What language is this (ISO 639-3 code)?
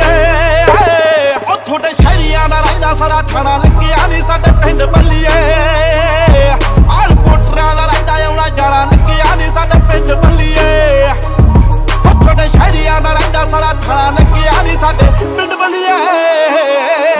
pan